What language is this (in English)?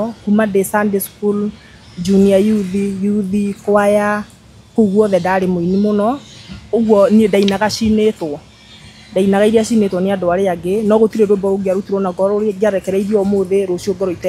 Kikuyu